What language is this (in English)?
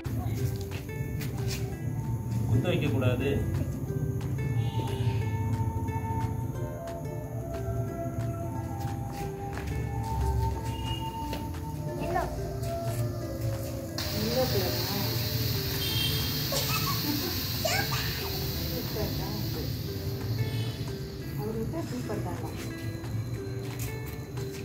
Tamil